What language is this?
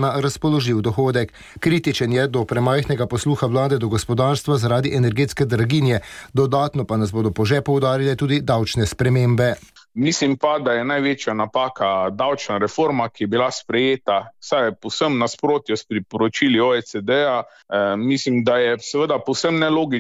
Slovenian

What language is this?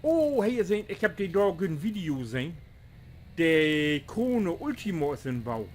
Low German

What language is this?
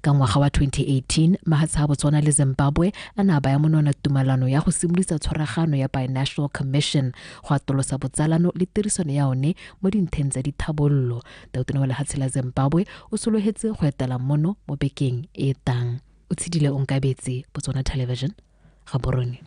Tswana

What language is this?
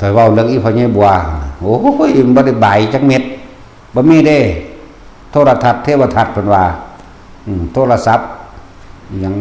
Northeastern Thai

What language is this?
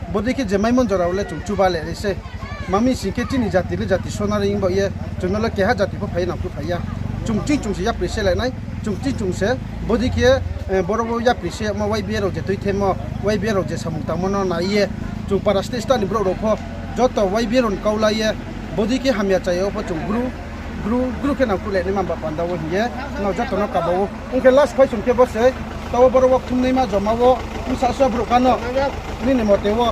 Riang (India)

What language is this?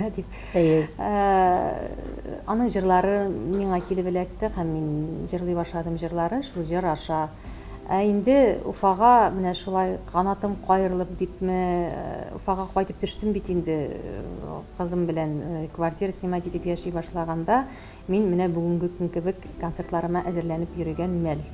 Tatar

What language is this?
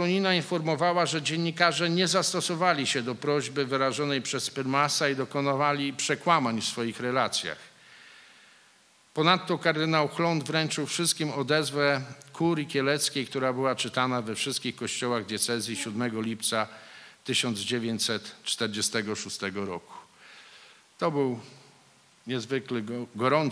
Polish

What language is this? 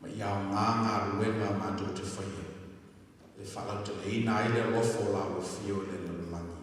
Samoan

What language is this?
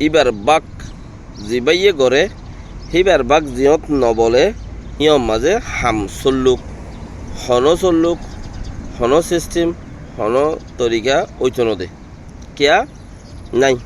Rohingya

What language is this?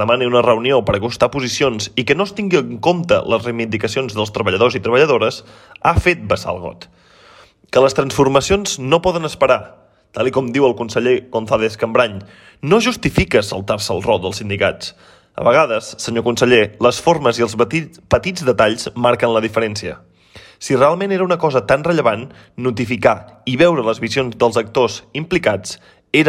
Catalan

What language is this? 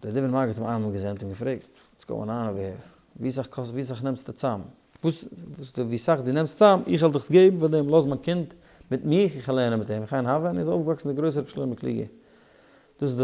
Yiddish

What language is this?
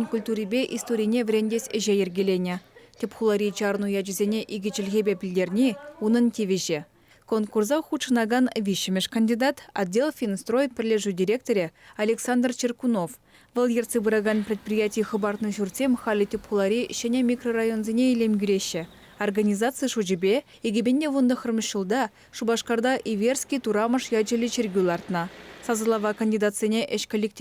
Chuvash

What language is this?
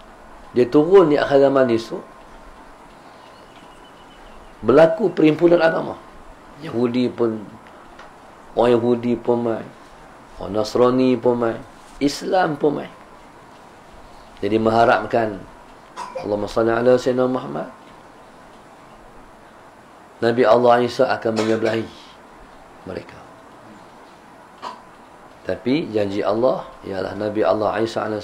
Malay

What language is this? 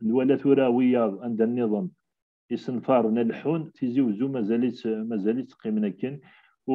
Kabyle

